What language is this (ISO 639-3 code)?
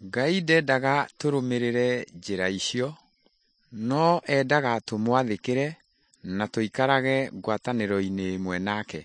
kik